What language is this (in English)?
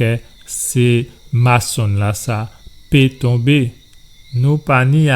Guadeloupean Creole French